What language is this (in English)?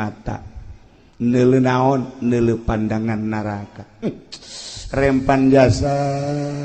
Sundanese